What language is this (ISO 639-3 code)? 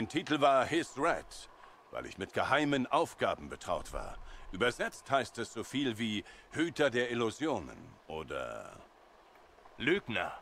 deu